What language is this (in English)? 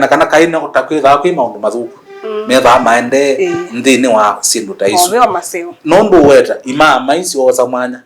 Kamba